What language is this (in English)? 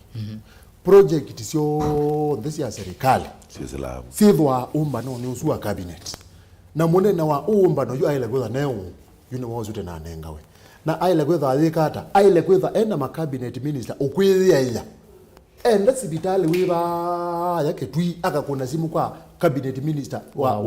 Kamba